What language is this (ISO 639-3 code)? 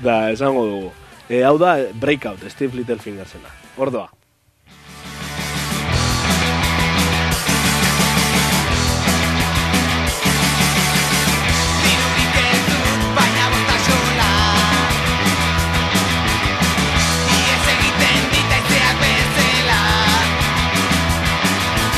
eus